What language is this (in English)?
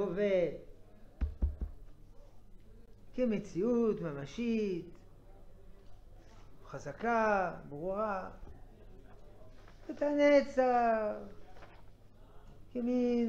Hebrew